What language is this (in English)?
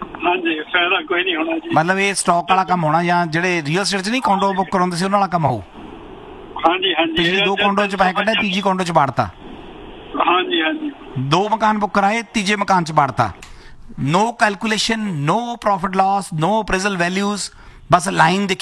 Punjabi